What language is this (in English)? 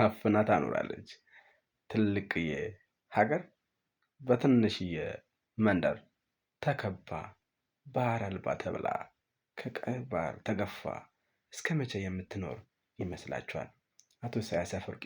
Amharic